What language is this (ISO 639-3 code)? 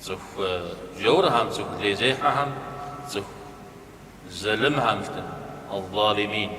kbd